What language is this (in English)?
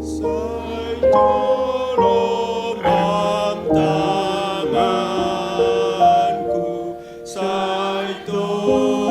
Batak Simalungun